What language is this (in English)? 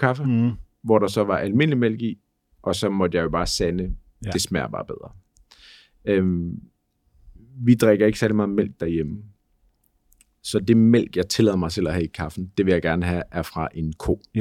Danish